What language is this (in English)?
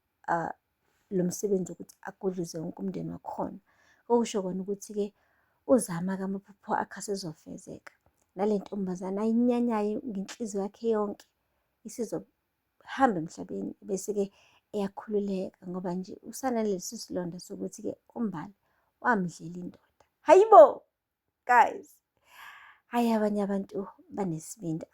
Zulu